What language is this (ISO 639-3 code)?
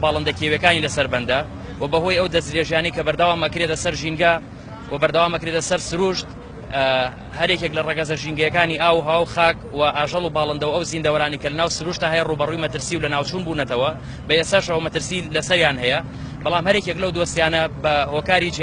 ckb